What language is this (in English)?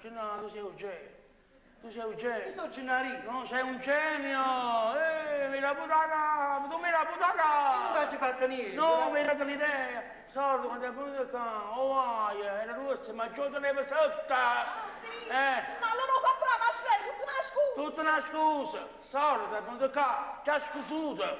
Neapolitan